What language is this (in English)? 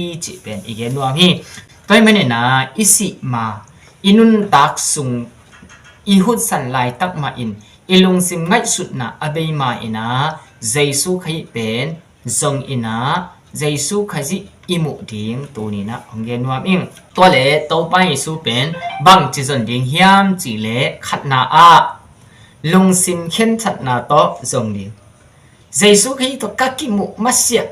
Tedim Chin